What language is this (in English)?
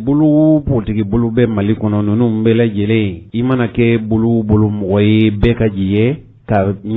Bambara